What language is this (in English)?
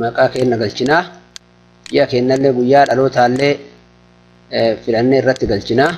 Oromo